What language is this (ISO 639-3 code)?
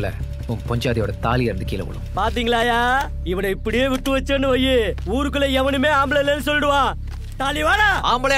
tam